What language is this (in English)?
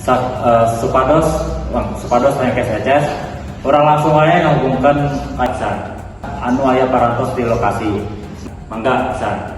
Sundanese